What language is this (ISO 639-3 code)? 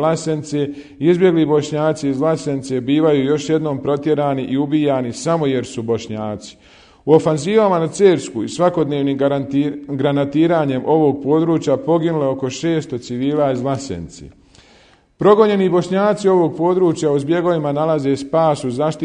bos